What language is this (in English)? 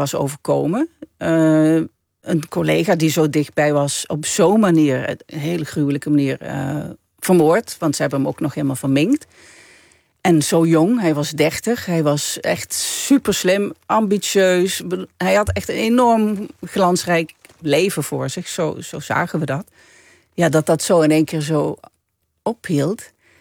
Dutch